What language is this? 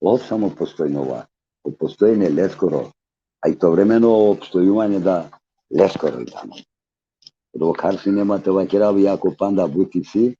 Balkan Romani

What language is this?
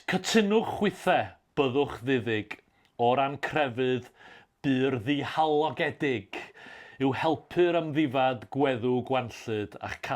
Welsh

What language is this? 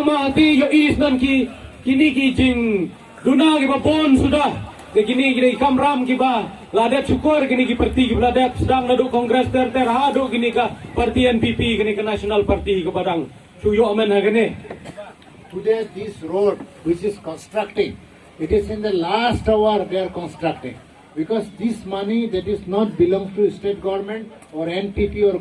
Khasi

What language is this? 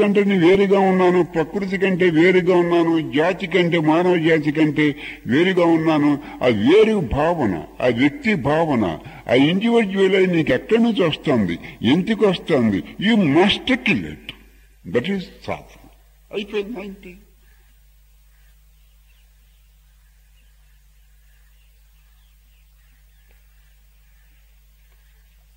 Telugu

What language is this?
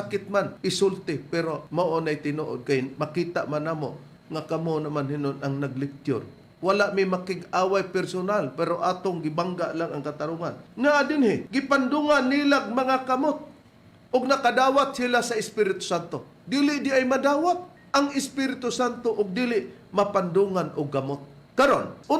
Cebuano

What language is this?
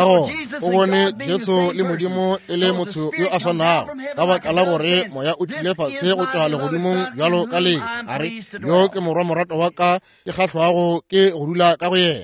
Northern Sotho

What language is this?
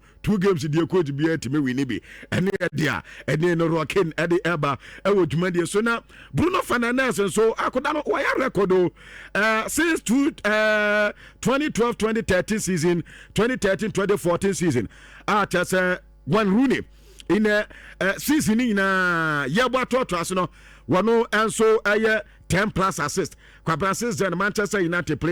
Akan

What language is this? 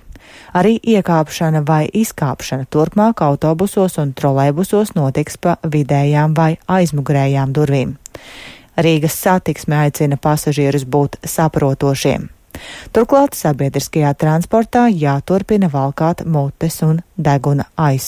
Latvian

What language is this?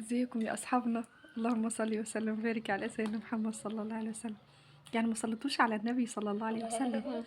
Egyptian Arabic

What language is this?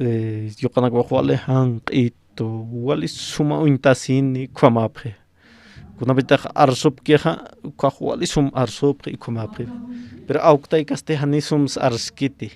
Aymara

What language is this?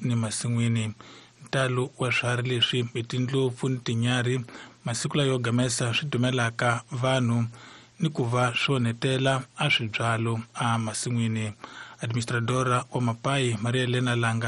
Tsonga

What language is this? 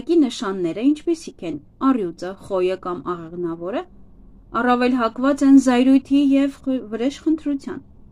Armenian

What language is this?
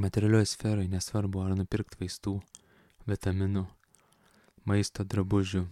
Lithuanian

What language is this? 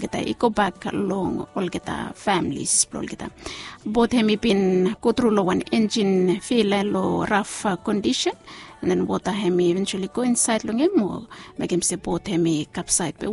Bislama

